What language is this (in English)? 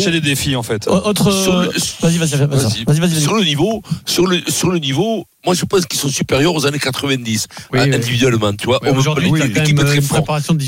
French